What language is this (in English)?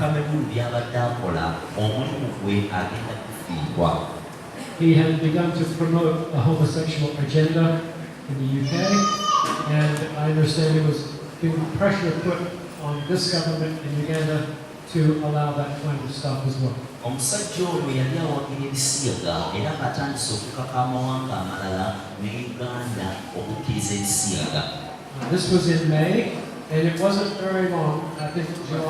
Ganda